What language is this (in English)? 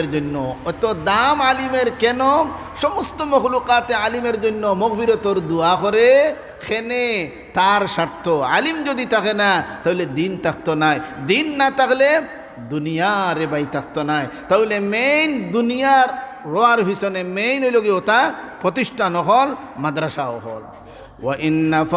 Sylheti